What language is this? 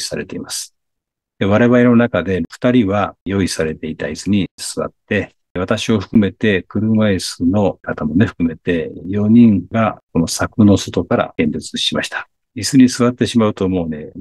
Japanese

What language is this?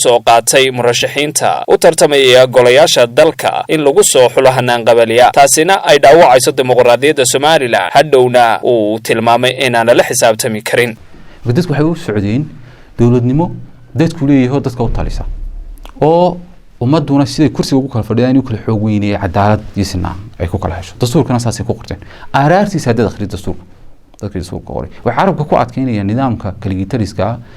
Somali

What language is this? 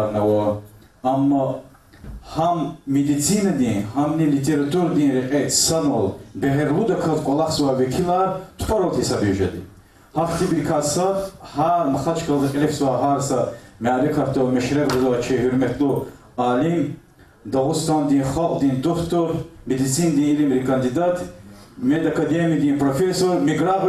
Lezghian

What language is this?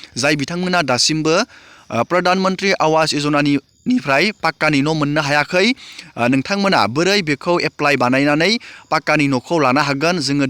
Bodo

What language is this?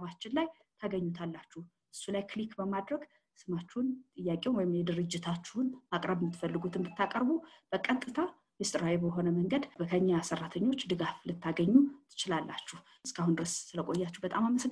Amharic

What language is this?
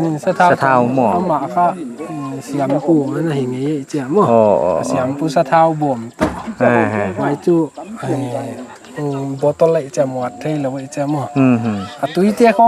Paite Chin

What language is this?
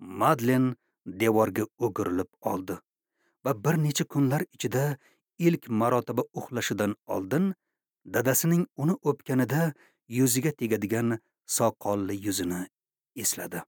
Uzbek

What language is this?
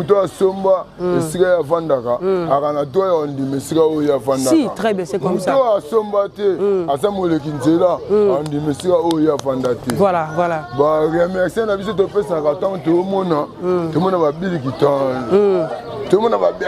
Lingala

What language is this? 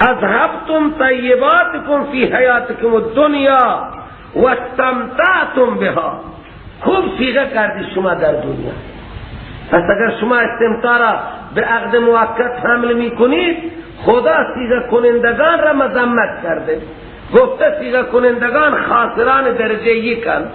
Persian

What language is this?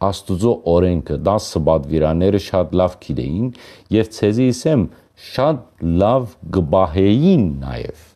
Western Armenian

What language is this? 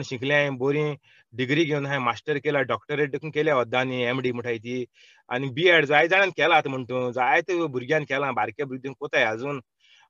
Konkani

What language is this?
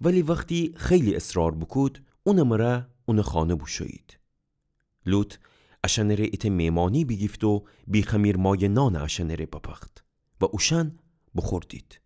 Gilaki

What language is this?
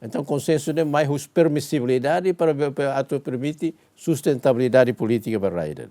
Tetum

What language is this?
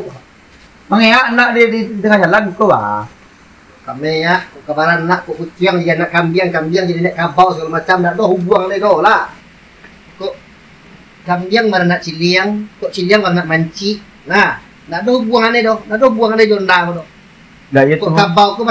Minangkabau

